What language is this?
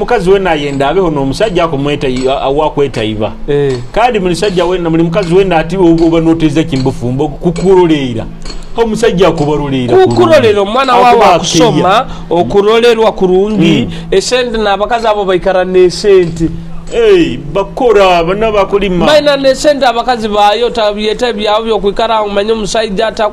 Nyoro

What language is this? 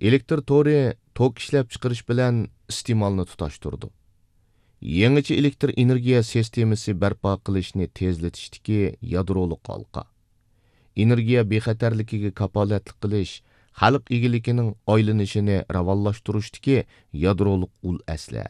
Uyghur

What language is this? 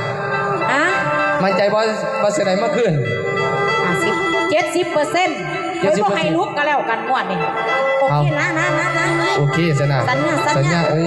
Northeastern Thai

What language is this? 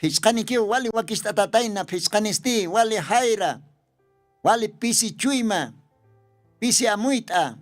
Aymara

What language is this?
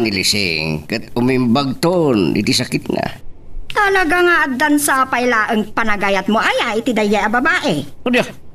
Iloko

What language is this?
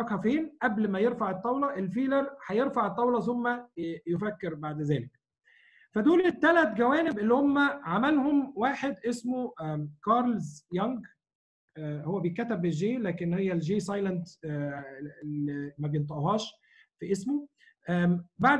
Egyptian Arabic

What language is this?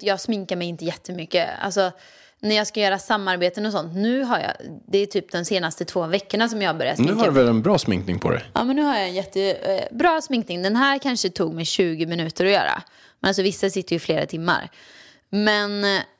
Swedish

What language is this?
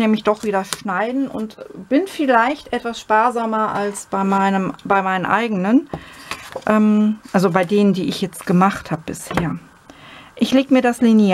German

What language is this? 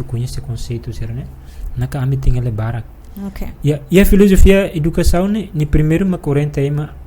Tetum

